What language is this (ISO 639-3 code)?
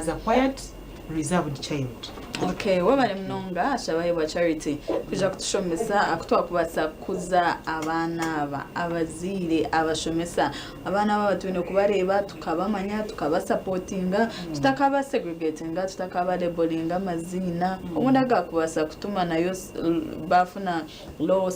nyn